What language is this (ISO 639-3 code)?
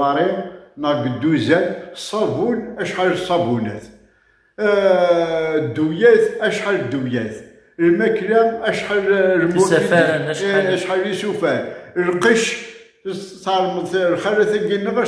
kab